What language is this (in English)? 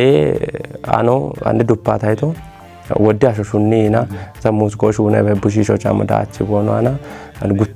Kafa